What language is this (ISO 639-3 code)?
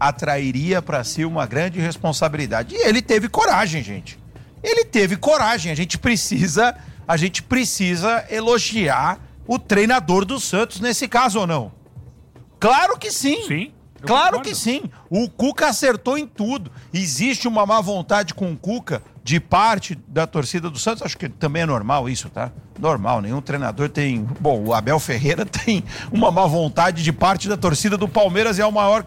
por